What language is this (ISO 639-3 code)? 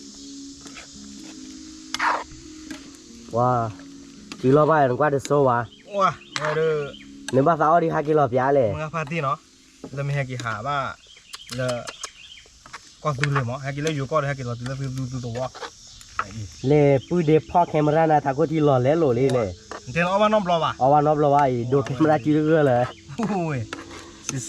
ksw